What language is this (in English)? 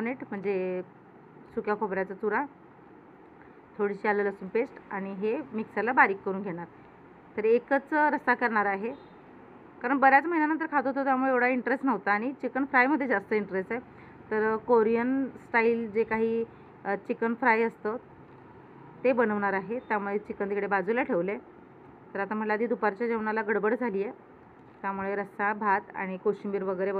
Marathi